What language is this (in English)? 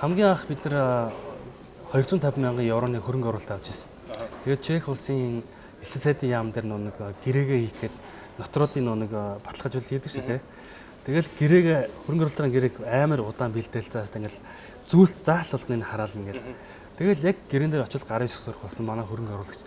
Mongolian